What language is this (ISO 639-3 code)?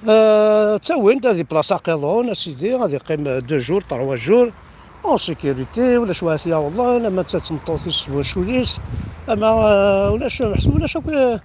kab